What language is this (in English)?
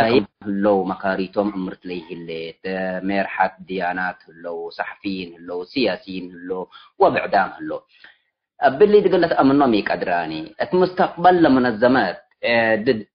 Tigre